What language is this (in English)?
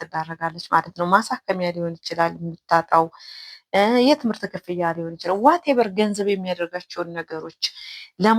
Amharic